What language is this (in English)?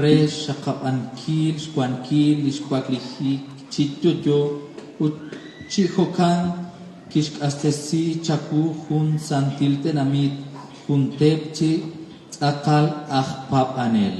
Kekchí